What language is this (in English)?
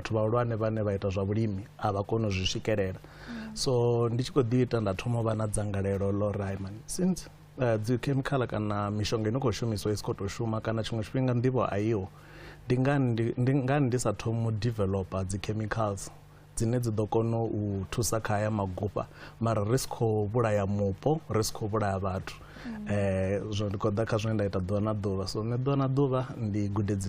Venda